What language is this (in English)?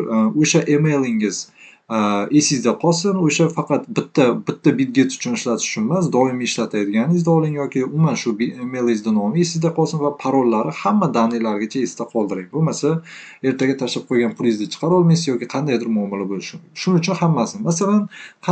Uzbek